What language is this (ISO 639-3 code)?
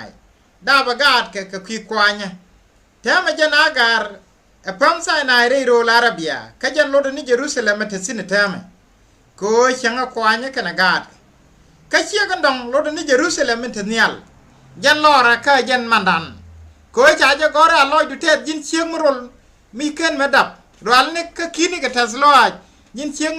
nus